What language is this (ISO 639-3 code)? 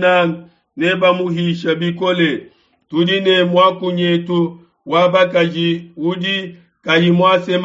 lua